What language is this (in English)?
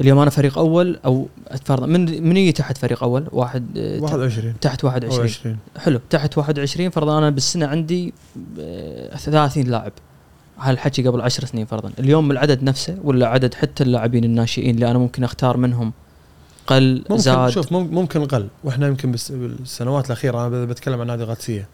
Gulf Arabic